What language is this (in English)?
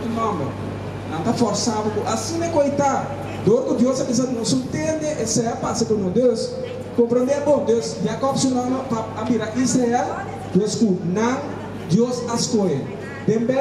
Papiamento